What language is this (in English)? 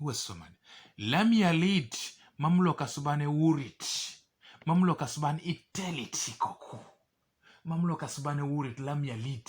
Teso